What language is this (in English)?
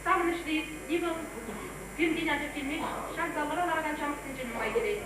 Chuvash